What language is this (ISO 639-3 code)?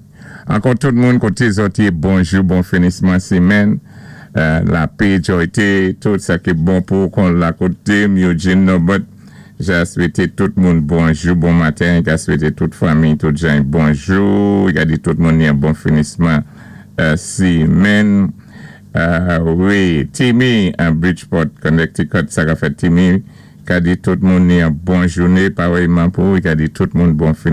acf